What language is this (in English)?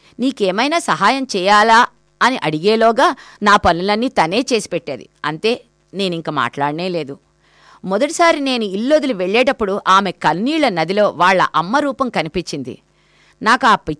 Telugu